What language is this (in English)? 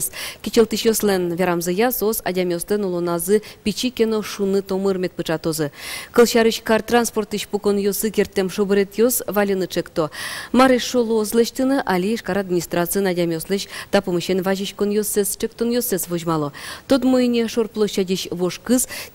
Udmurt